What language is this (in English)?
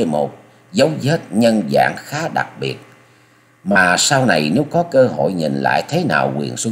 Vietnamese